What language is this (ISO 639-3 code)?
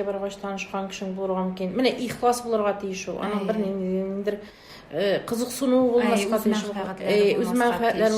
tat